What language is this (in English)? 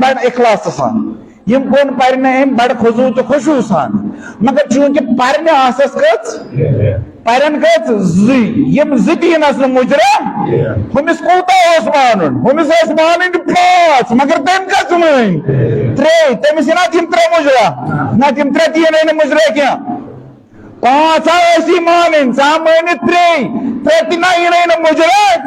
Kashmiri